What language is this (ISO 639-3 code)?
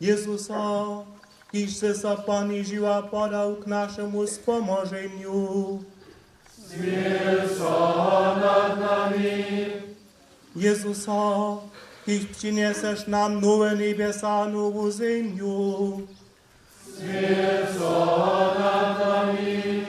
hsb